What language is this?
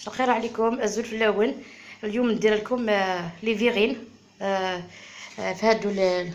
Algerian Arabic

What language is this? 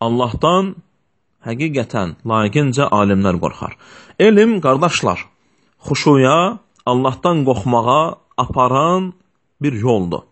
Azerbaijani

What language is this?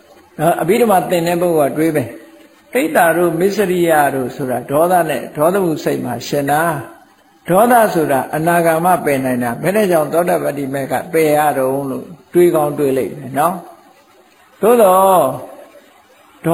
Burmese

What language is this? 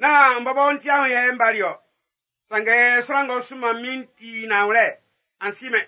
Baoulé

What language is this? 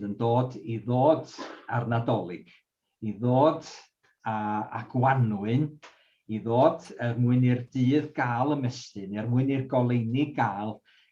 Welsh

